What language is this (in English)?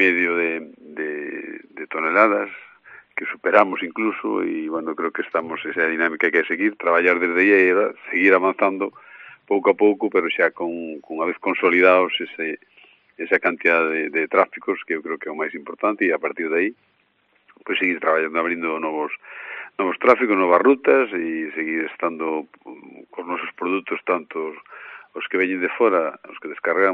Galician